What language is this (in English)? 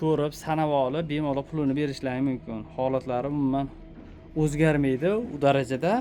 Uzbek